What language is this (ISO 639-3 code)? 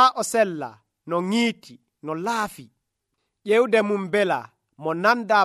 fuv